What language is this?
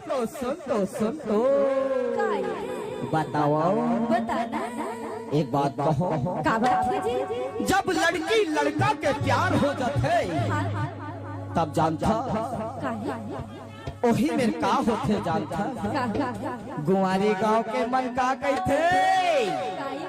Chhattisgarhi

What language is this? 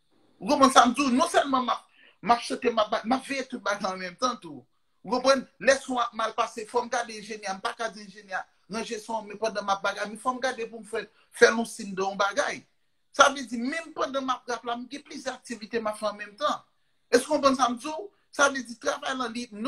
Haitian Creole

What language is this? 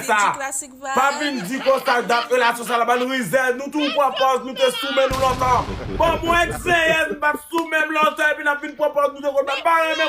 Haitian Creole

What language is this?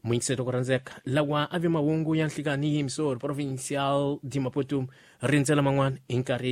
Tsonga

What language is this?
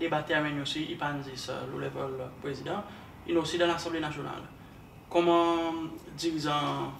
Seselwa Creole French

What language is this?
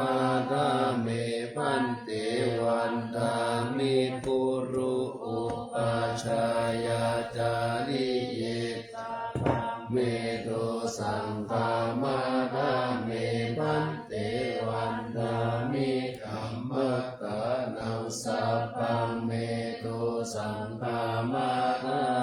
Pali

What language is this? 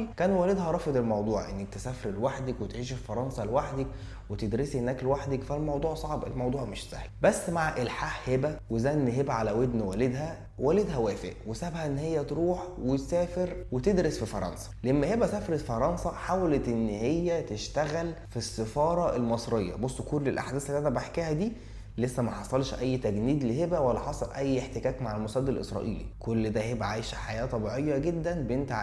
Egyptian Arabic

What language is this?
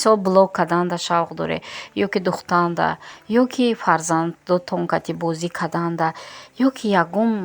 Tajik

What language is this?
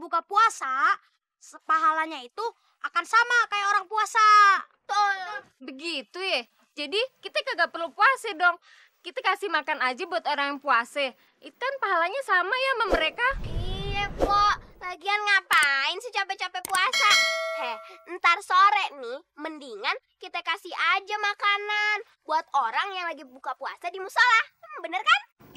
Betawi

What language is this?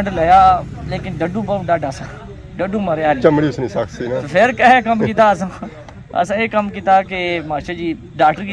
Pahari-Potwari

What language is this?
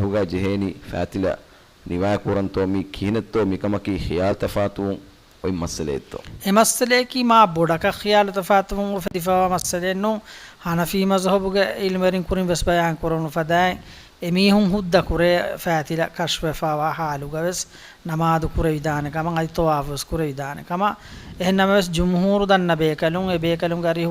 Divehi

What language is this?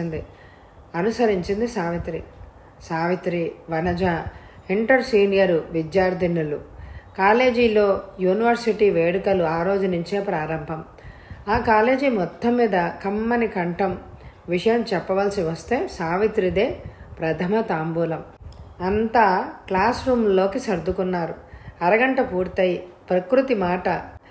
Telugu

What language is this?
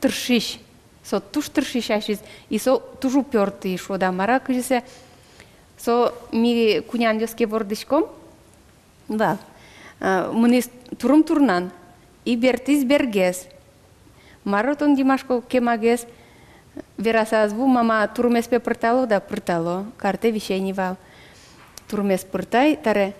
Udmurt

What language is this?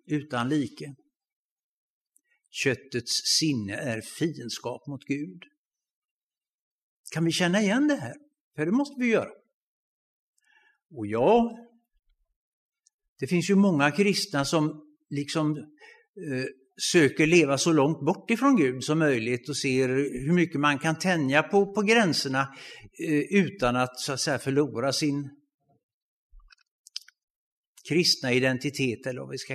Swedish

